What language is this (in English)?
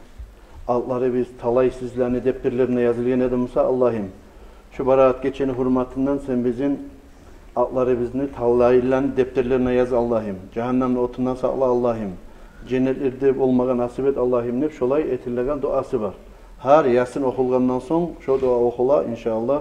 Kumyk